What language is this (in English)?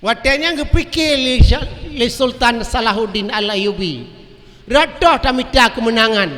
Achinese